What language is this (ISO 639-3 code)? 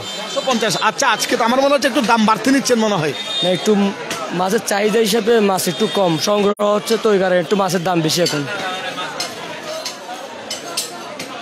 ben